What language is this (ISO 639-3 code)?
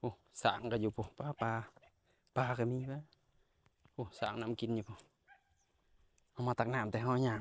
lao